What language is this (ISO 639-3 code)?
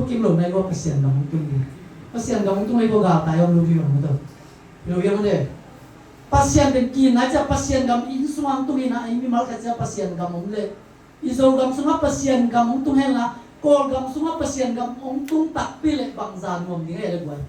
ctd